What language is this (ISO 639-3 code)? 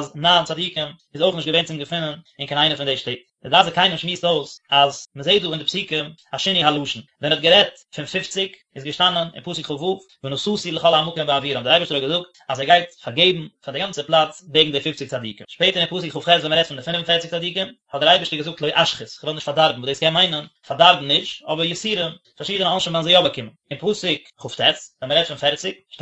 yid